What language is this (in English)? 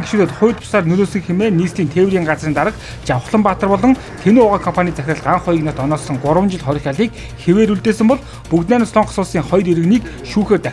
Mongolian